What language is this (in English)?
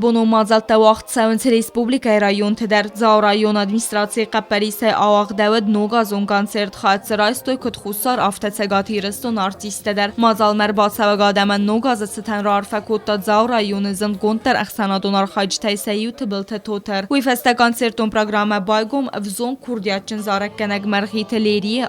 Ossetic